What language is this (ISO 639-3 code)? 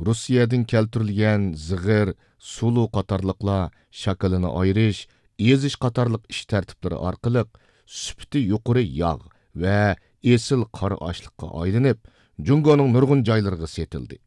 uig